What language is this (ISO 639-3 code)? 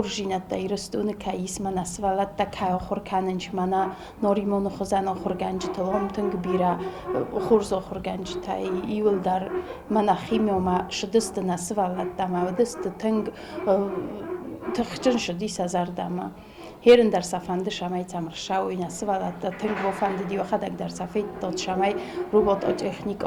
oss